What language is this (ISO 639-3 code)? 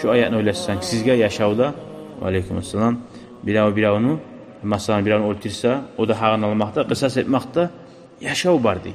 kum